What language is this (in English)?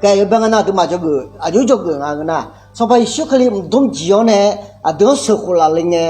Akha